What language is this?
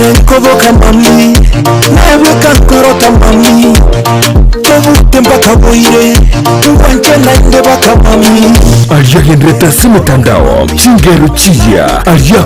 Gusii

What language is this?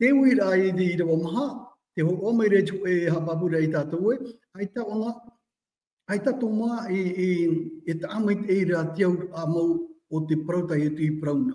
Tahitian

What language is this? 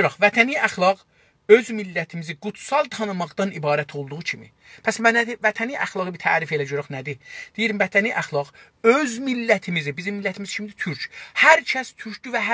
South Azerbaijani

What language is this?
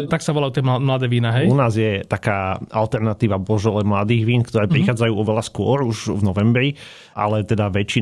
Slovak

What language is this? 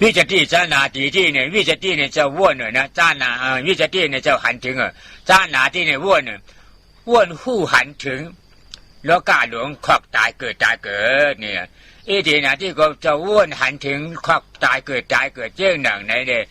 Shan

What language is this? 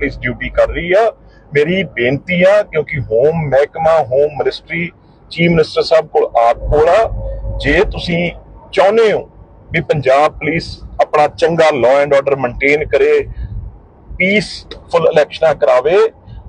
Punjabi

